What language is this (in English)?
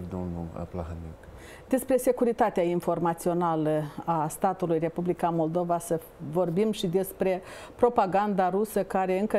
Romanian